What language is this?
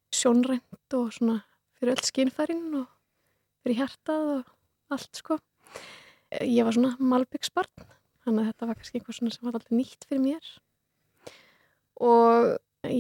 Icelandic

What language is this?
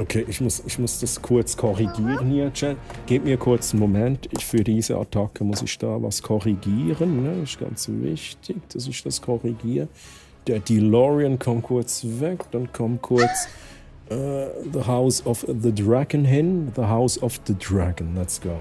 Swiss German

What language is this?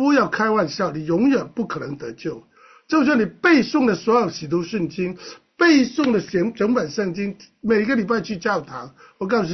Chinese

